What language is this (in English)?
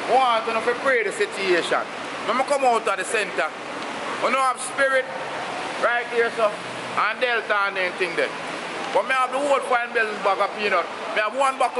Jamaican Creole English